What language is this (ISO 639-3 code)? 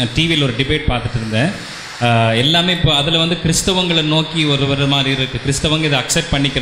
tam